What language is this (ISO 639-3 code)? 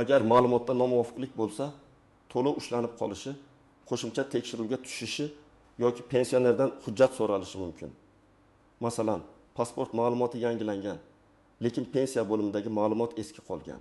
uzb